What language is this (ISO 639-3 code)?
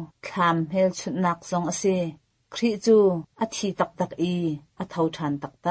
cnh